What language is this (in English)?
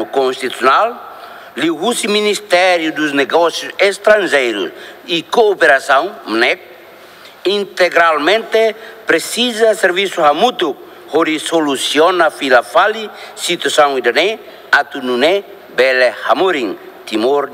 Tetum